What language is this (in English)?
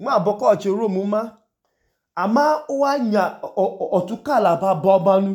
Idoma